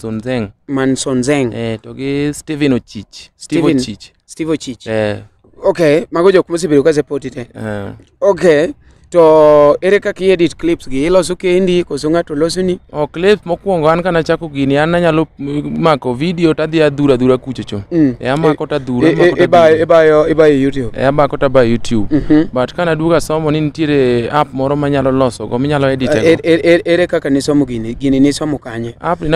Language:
Luo (Kenya and Tanzania)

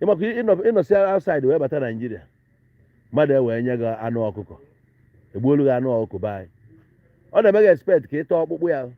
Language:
Igbo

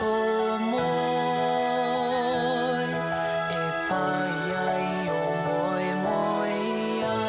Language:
Māori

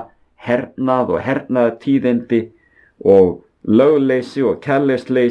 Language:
Icelandic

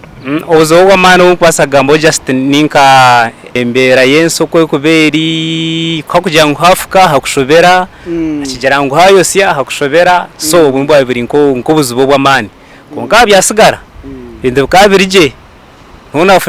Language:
Nyankole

